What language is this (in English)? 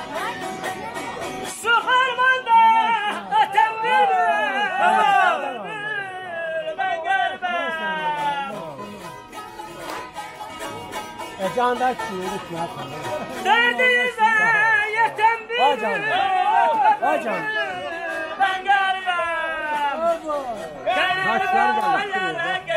Azerbaijani